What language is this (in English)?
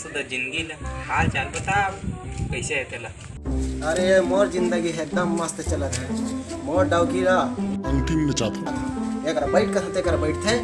Chhattisgarhi